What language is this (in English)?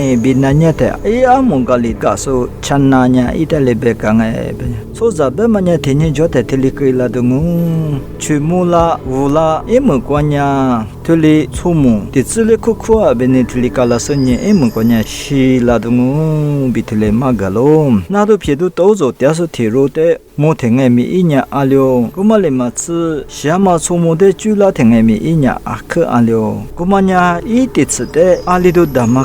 Lisu